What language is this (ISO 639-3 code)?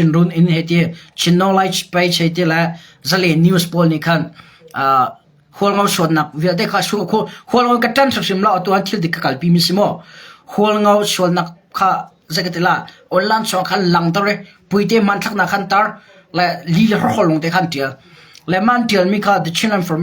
cnh